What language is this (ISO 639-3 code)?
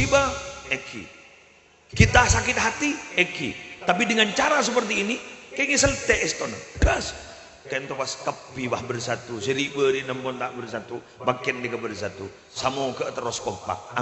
mad